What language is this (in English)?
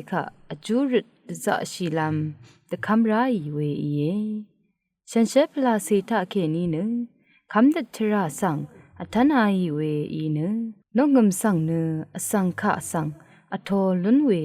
Rawang